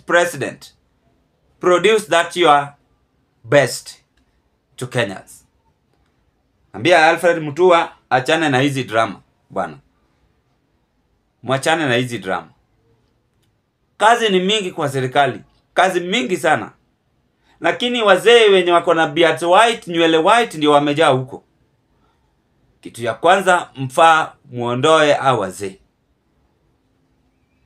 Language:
Swahili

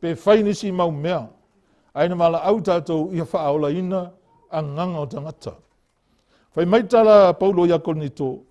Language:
Samoan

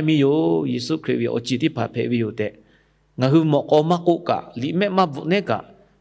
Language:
Lahu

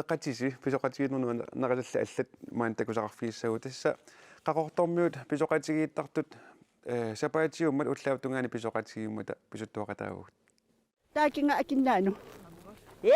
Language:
Kalaallisut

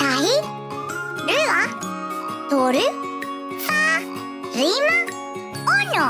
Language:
Māori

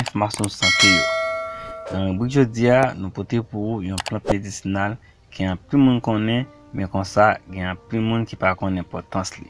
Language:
Haitian Creole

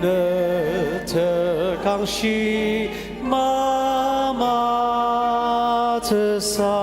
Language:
Ao Naga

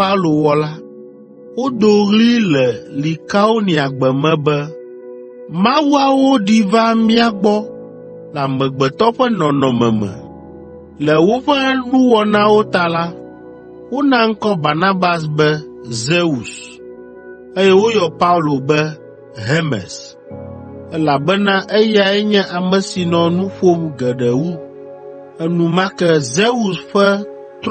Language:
Ewe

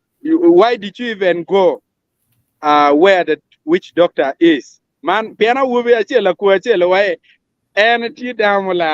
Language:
Acoli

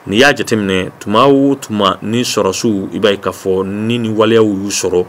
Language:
Bambara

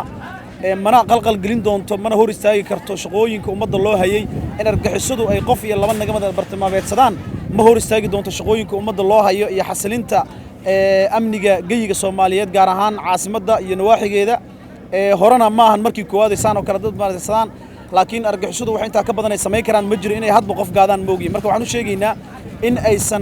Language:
Somali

